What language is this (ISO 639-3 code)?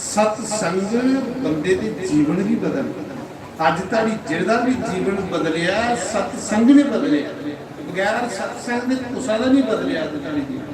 doi